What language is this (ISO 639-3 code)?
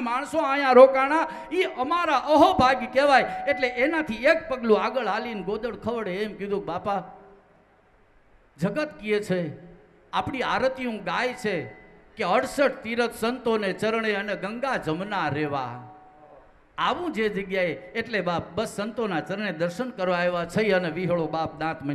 guj